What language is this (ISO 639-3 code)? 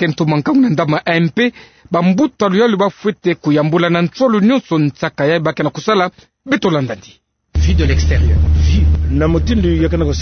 ktu